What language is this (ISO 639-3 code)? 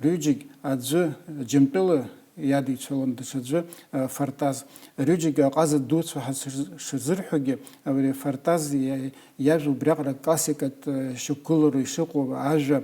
abk